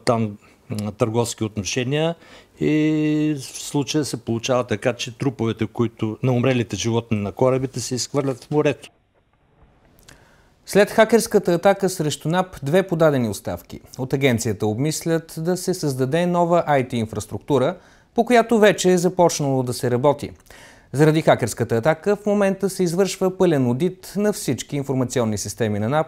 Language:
Bulgarian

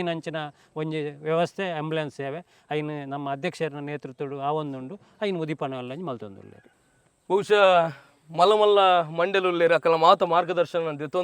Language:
Tulu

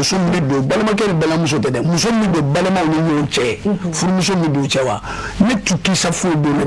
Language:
Bambara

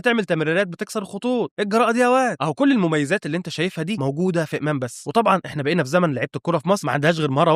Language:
Egyptian Arabic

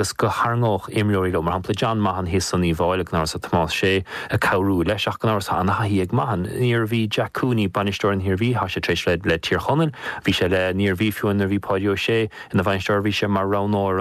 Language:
Irish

